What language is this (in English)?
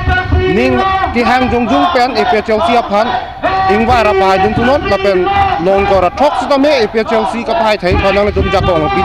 Karbi